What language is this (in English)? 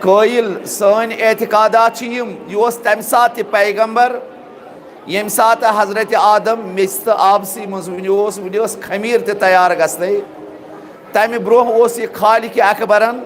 Kashmiri